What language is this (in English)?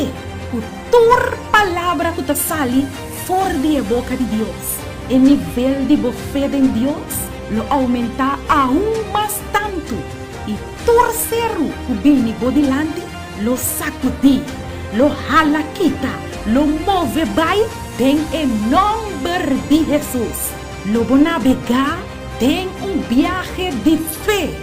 Papiamento